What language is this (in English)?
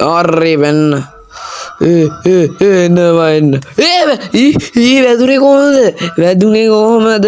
Sinhala